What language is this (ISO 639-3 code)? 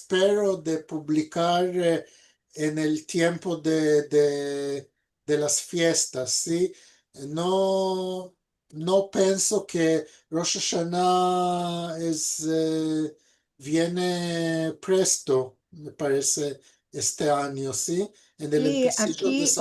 lad